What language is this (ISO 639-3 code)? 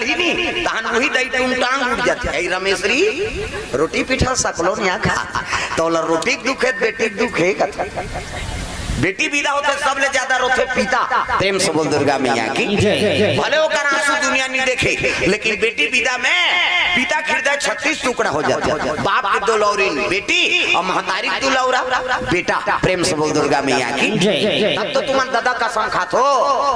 hne